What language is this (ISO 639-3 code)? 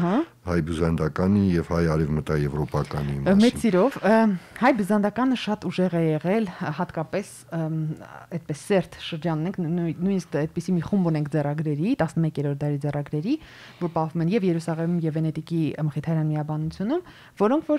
hye